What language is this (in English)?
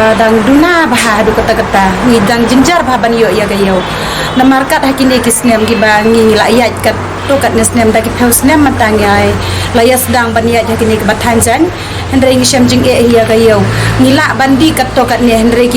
Khasi